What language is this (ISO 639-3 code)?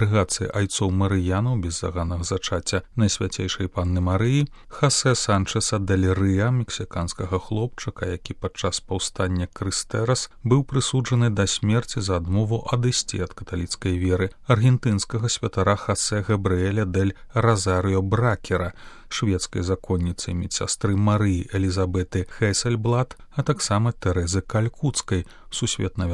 bel